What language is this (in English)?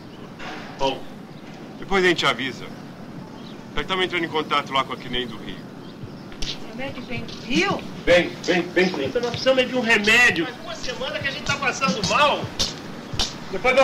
Portuguese